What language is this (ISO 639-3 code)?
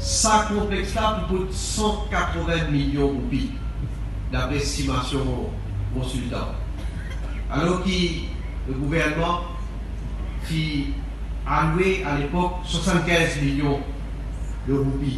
mfe